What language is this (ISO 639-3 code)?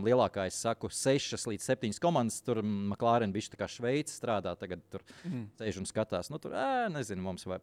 lav